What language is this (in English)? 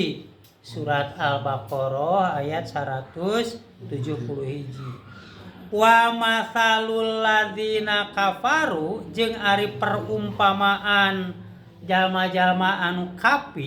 Sundanese